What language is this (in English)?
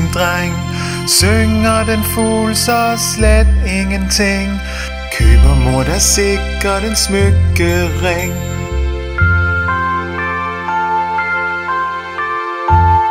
Danish